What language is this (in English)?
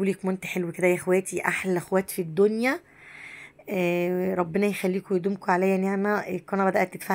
Egyptian Arabic